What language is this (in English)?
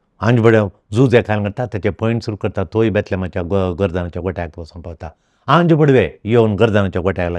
Konkani